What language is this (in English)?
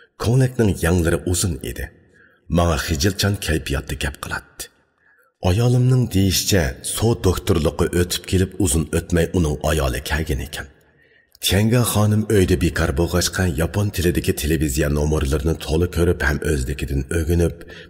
Uyghur